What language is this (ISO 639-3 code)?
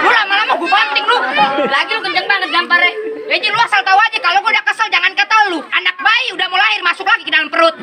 bew